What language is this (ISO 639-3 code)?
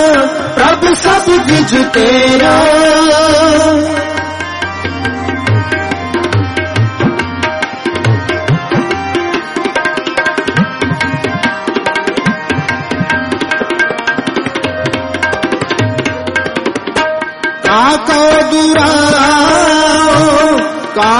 pan